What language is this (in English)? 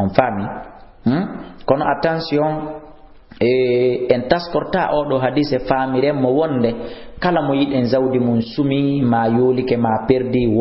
Fula